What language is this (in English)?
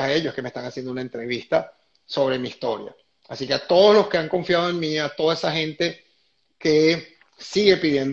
Spanish